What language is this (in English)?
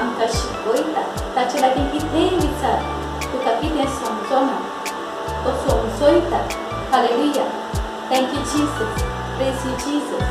Konkani